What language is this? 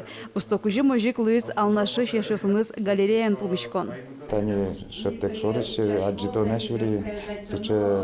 Udmurt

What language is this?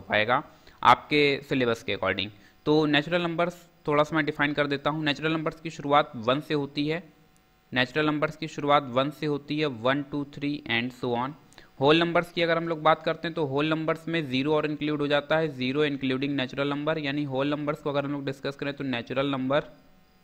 Hindi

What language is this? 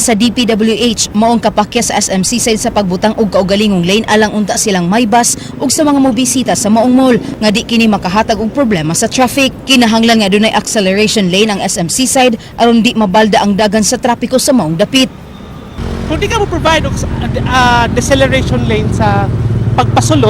Cebuano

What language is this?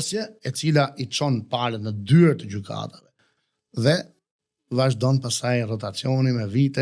Albanian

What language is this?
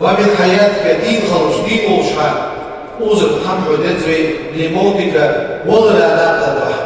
Ingush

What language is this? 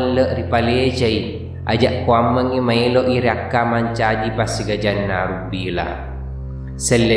Buginese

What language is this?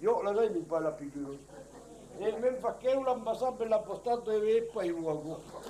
Occitan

